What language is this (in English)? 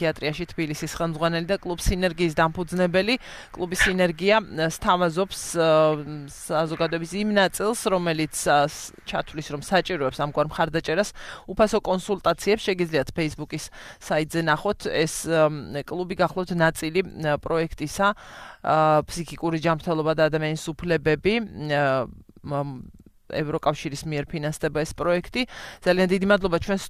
Georgian